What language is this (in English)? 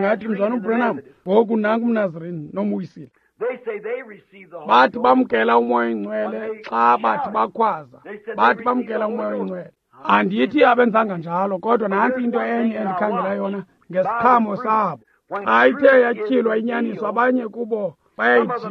Xhosa